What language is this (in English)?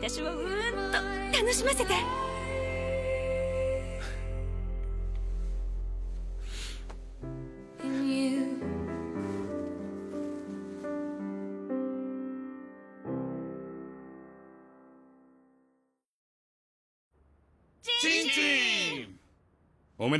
Japanese